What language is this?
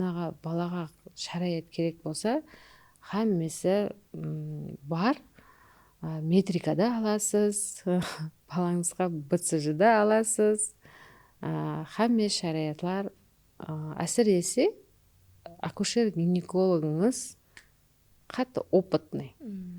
Kara-Kalpak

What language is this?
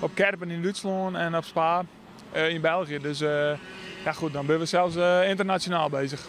Western Frisian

